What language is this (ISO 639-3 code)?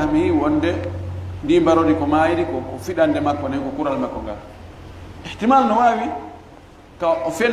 ful